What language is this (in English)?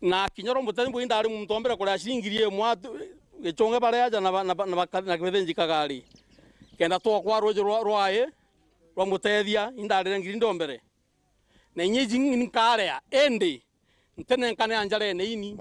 Meru